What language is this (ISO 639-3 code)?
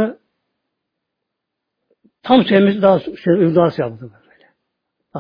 tur